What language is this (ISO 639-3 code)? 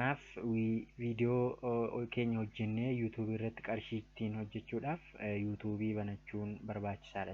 orm